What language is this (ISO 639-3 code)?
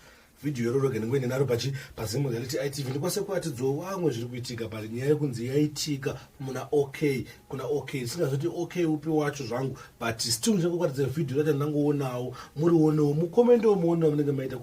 sna